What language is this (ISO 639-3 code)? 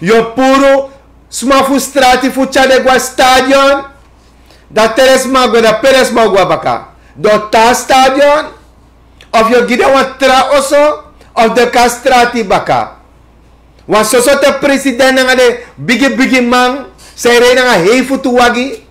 srn